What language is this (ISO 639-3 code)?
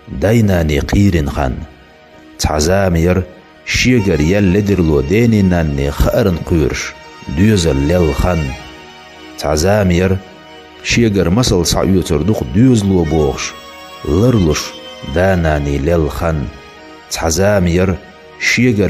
che